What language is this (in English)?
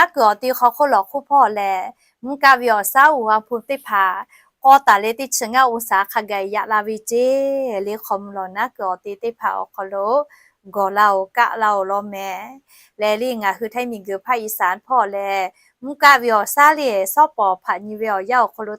Lahu